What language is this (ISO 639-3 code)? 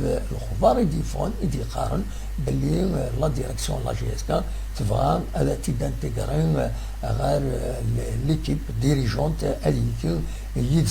kab